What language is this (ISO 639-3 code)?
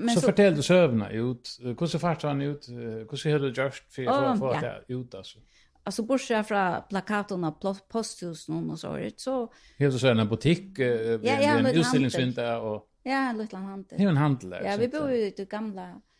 fao